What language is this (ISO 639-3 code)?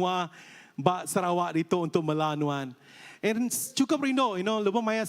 iba